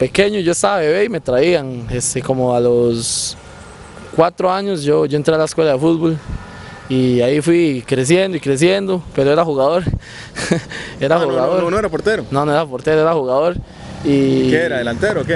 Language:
Spanish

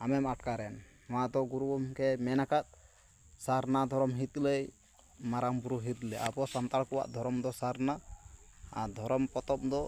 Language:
Santali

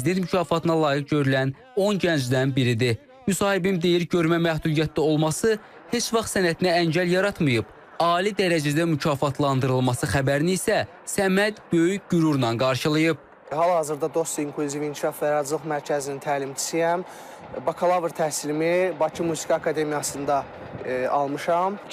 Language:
Azerbaijani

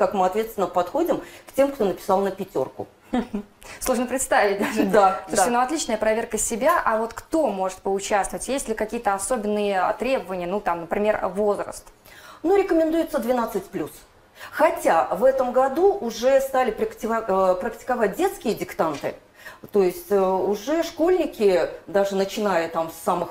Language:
Russian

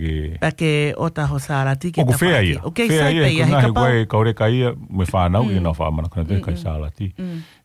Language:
Tongan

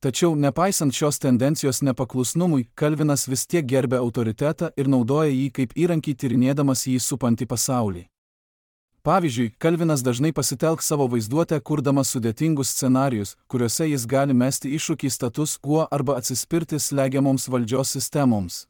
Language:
Lithuanian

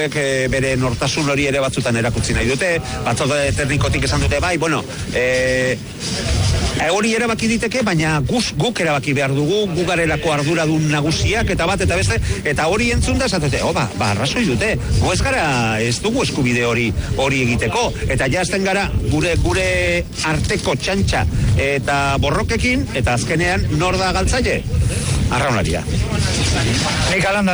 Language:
Basque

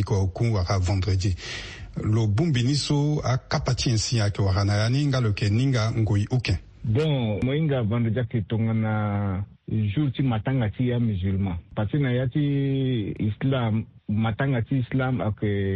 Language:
Sango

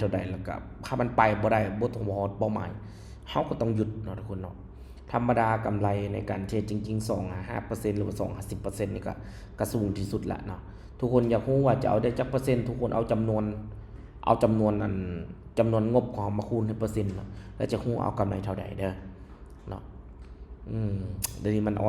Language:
Lao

